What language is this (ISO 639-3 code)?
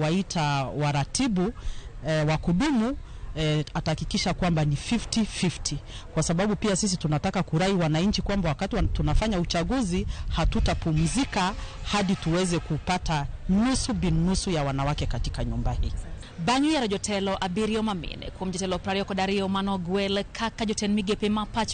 luo